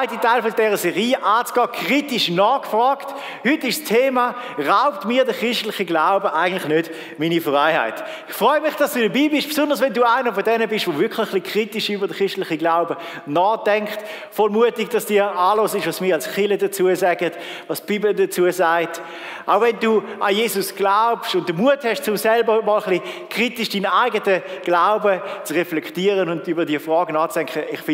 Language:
Swiss German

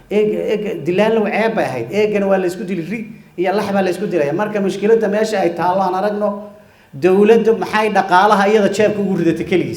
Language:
Somali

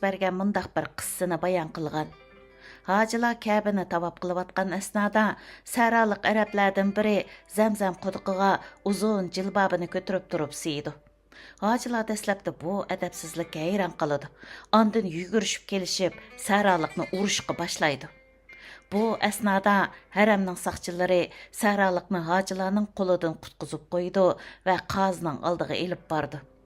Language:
Uyghur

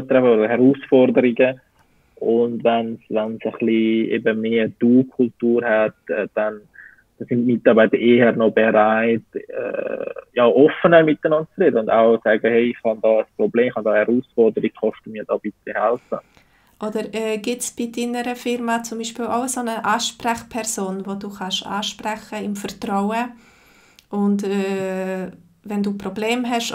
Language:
Swiss German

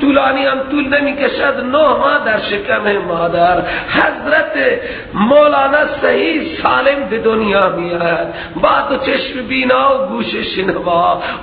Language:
Persian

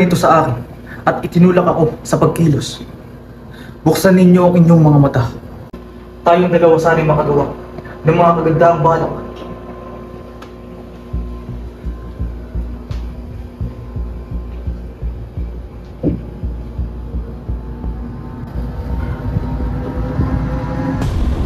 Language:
Filipino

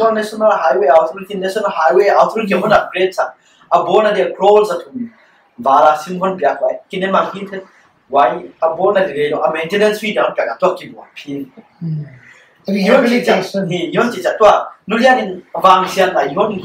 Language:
Paite Chin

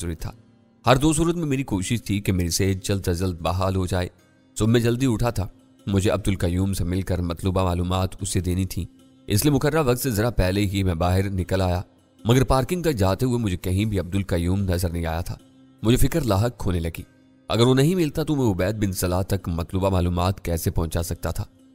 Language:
Urdu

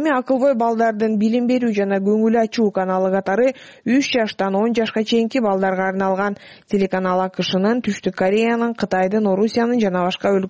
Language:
Kyrgyz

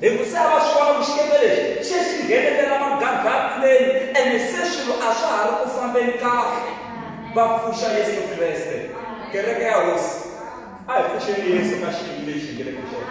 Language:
Tsonga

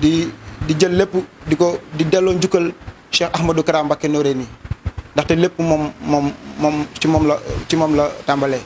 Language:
Wolof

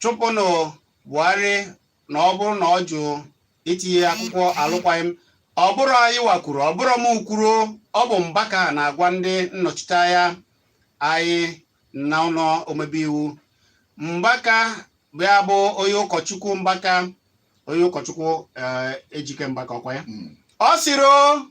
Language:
Igbo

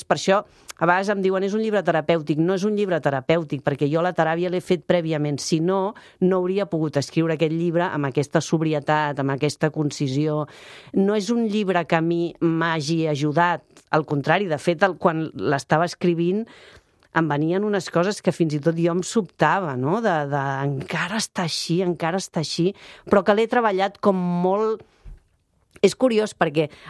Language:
Catalan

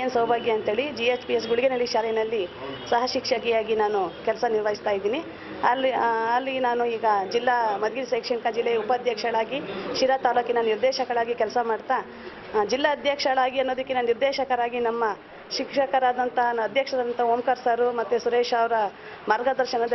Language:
Kannada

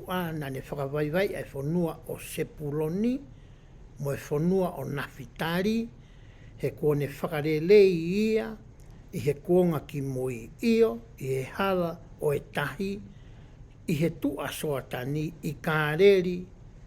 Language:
Tongan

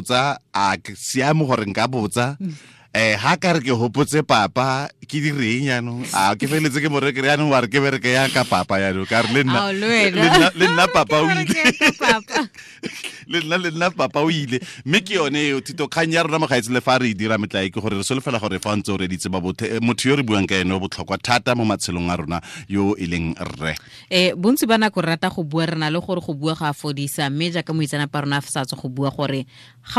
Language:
Tswana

